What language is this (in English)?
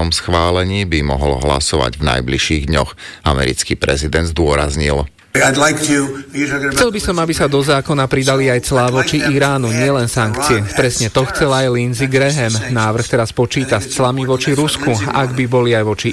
Slovak